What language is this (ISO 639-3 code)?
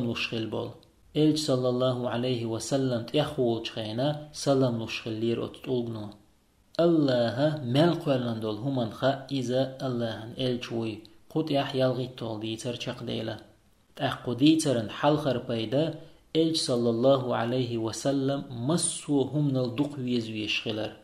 che